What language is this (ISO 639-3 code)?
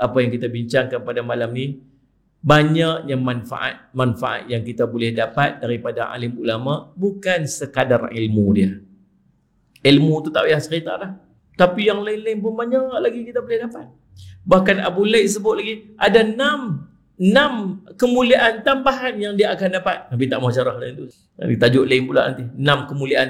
msa